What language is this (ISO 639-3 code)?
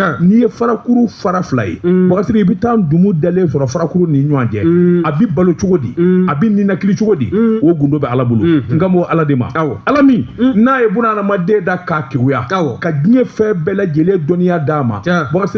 bam